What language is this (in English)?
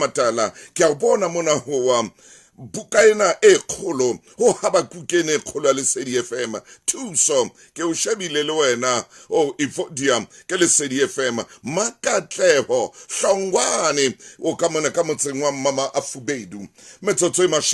Southern Sotho